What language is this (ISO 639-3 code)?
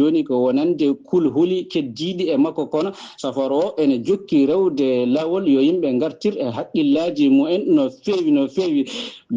ful